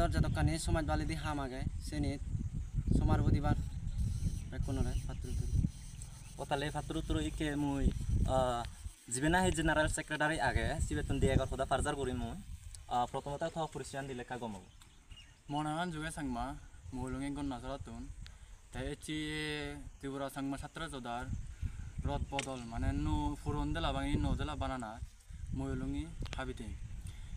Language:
Chakma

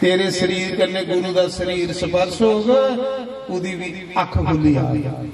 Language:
Dogri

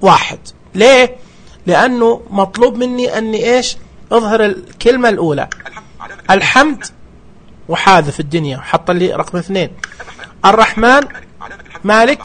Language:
Najdi Arabic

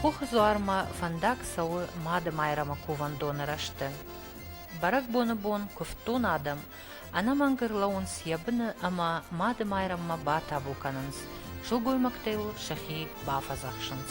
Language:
Ossetic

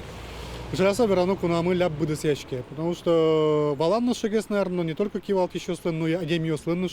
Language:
Udmurt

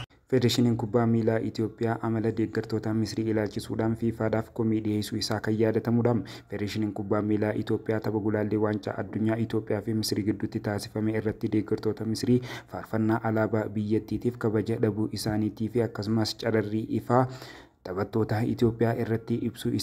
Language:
Oromo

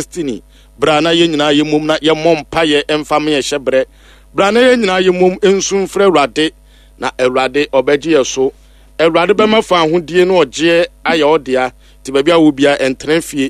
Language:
Akan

